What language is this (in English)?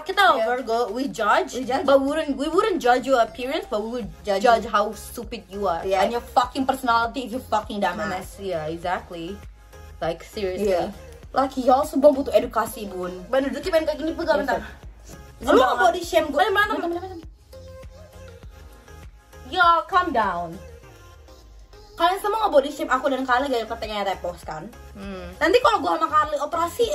Indonesian